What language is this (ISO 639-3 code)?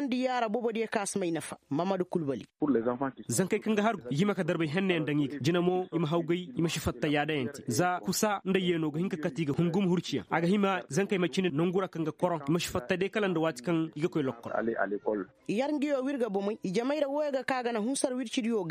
ses